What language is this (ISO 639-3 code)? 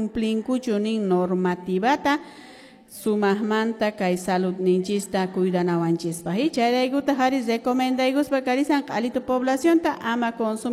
que